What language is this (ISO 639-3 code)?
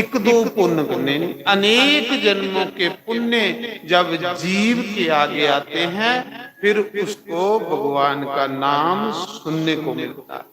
doi